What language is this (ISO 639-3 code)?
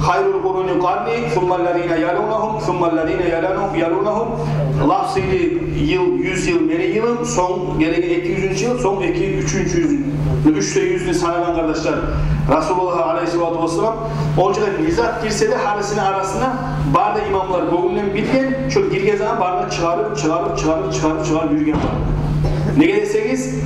kum